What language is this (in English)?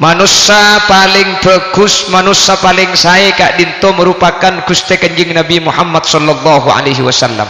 Madurese